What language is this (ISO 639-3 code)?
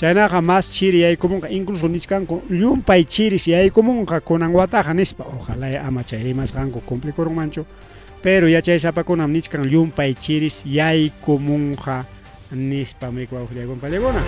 quy